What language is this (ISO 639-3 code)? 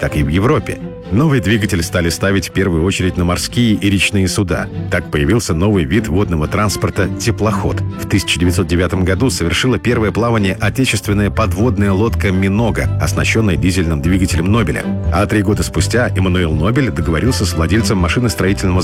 rus